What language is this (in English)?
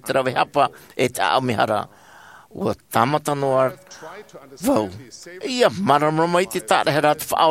Tahitian